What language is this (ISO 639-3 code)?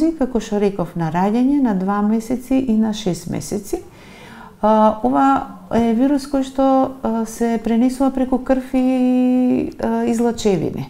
mkd